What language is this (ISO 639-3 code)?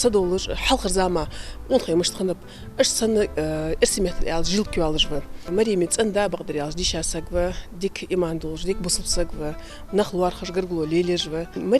inh